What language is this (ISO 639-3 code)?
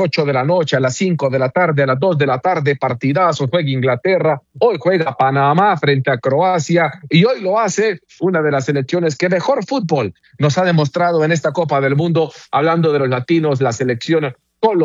spa